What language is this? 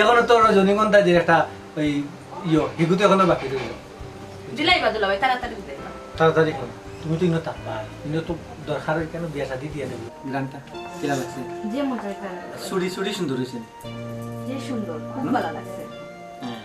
Sylheti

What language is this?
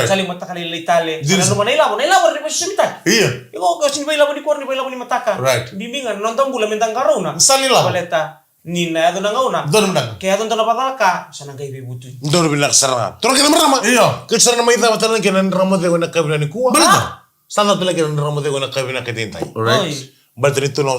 Fijian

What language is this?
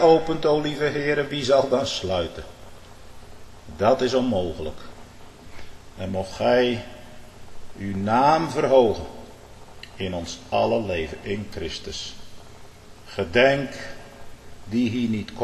Dutch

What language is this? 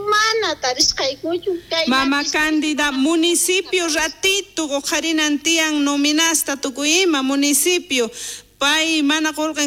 South Bolivian Quechua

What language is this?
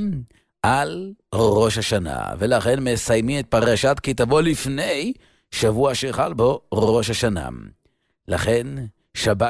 Hebrew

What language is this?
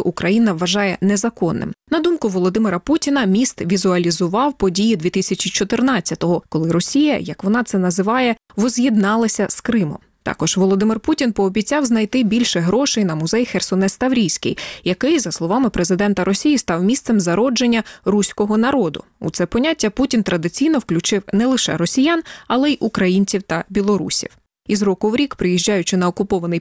Ukrainian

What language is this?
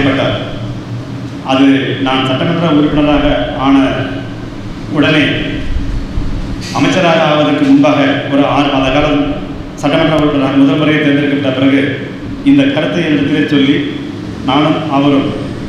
Tamil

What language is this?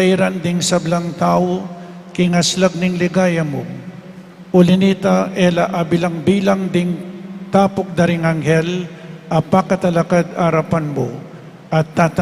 Pampanga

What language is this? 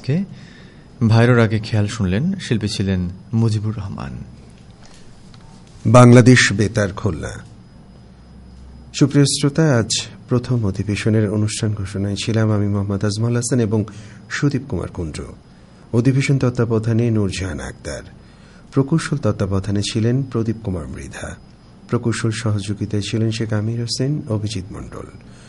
Bangla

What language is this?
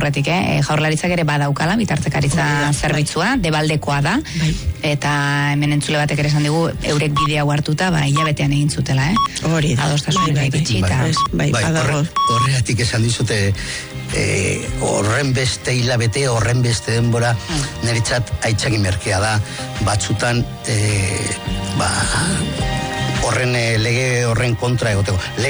Basque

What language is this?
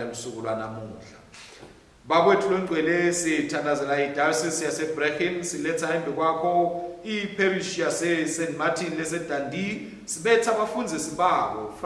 Swati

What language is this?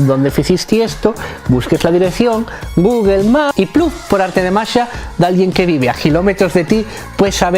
Asturian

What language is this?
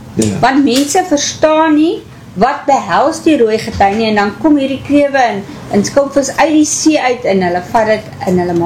Afrikaans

